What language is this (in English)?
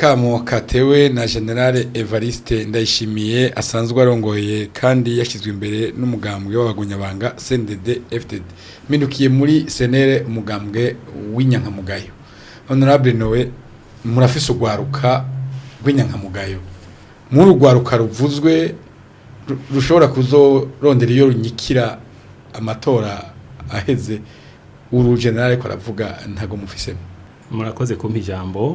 Rundi